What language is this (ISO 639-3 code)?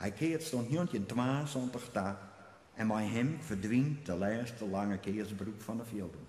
fry